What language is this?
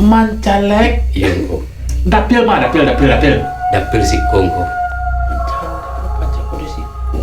Minangkabau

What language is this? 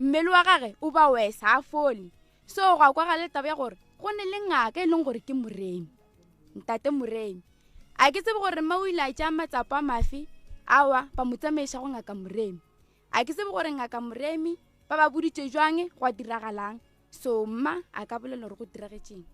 Northern Sotho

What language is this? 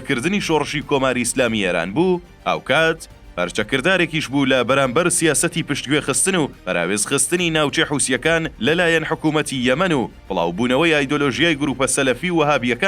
Central Kurdish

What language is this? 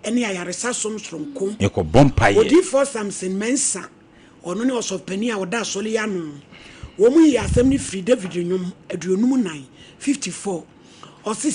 Akan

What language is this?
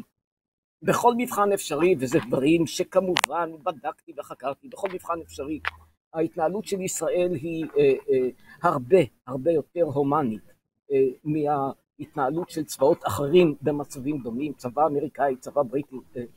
Hebrew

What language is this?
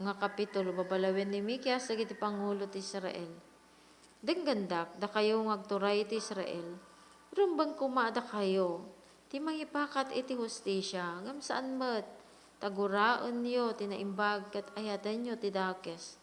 Iloko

